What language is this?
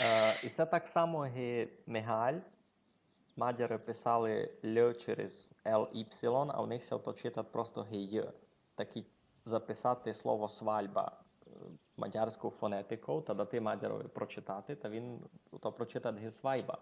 Rusyn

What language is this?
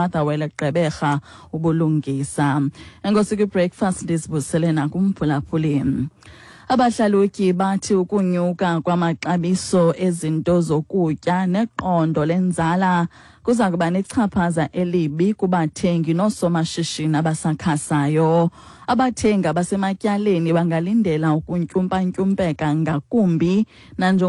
Xhosa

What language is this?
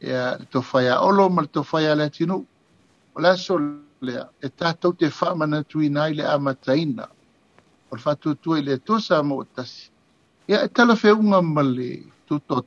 Samoan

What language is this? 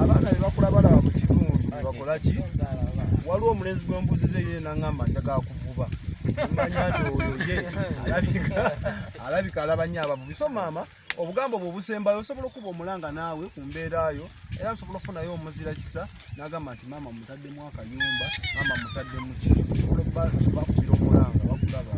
Ganda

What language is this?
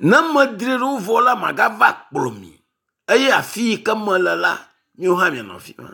Ewe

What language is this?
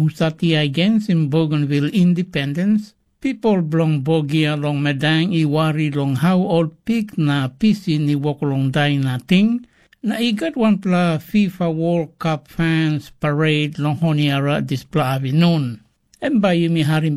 Tok Pisin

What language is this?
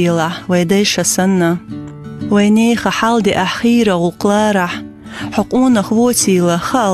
Chechen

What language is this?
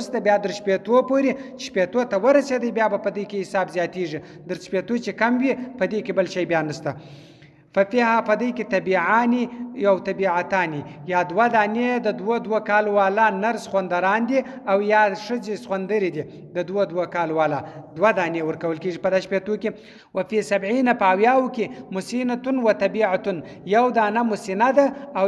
Pashto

